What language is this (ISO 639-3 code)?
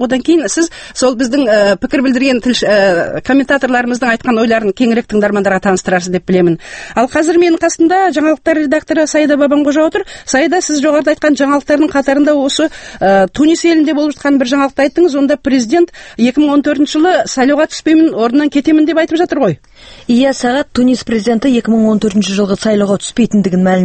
kaz